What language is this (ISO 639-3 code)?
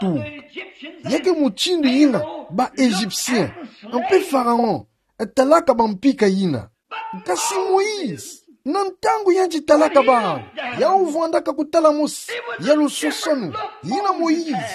ktu